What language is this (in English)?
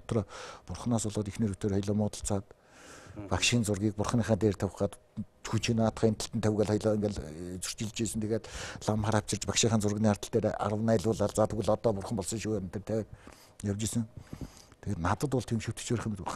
Mongolian